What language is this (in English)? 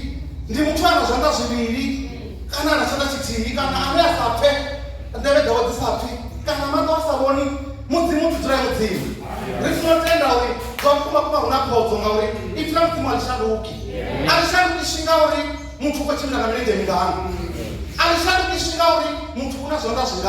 Venda